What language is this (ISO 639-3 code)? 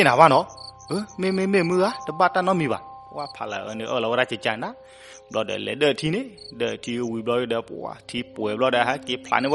ksw